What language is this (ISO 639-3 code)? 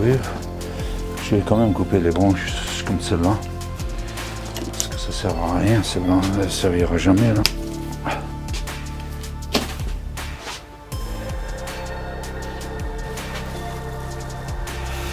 fra